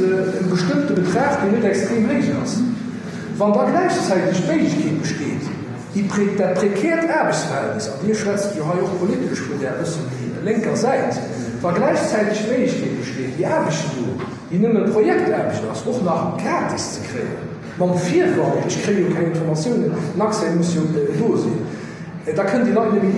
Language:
Luxembourgish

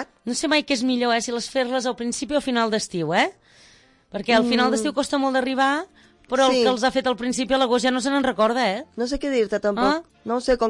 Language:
Catalan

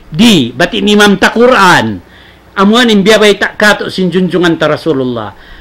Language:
Tausug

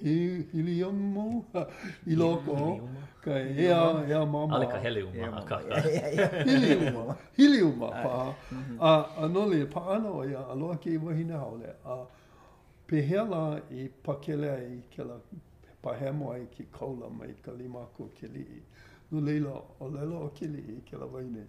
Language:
Hawaiian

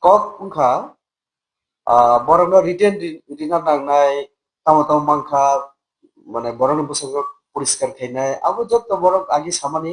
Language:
Kok Borok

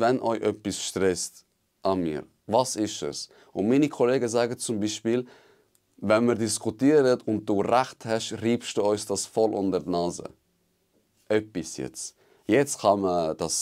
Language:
Swiss German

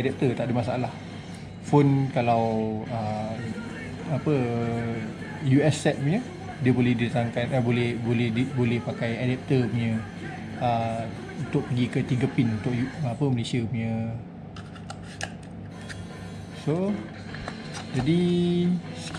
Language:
Malay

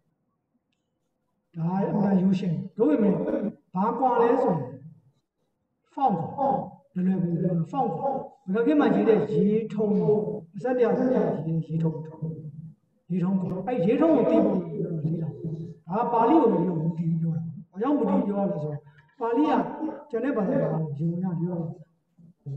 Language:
Burmese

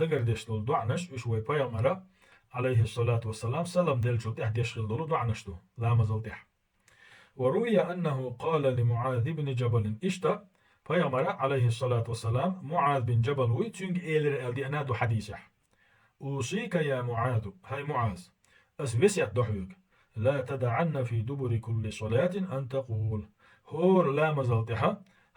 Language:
Chechen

